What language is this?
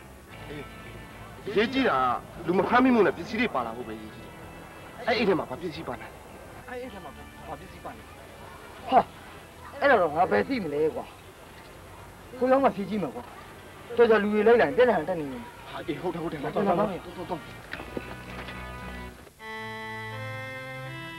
Burmese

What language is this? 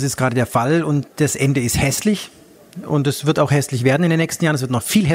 German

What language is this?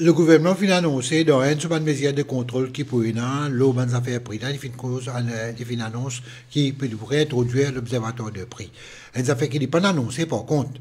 Morisyen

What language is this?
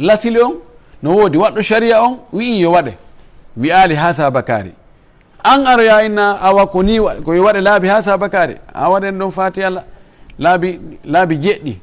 Fula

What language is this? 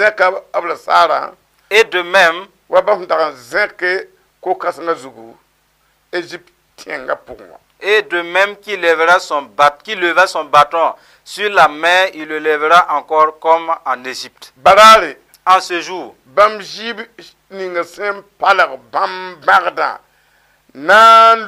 Mossi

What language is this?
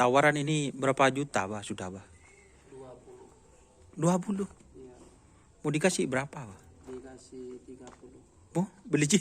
Madurese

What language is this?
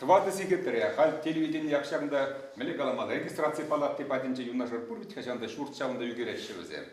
Chuvash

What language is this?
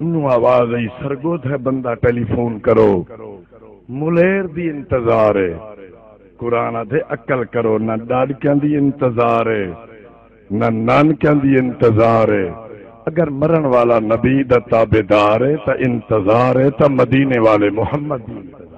Saraiki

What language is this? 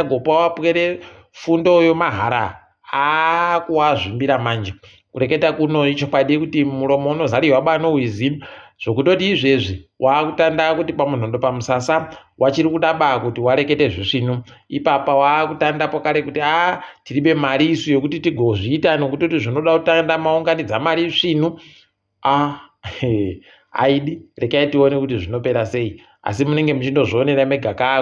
Ndau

